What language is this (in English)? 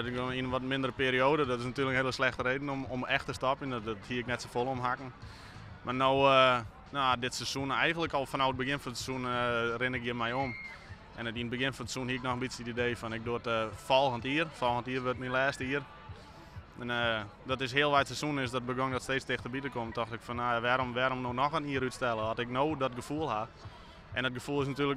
Western Frisian